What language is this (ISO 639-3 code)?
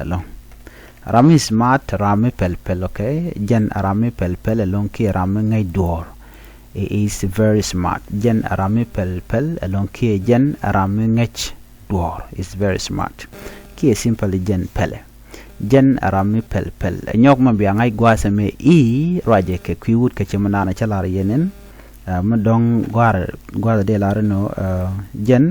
nus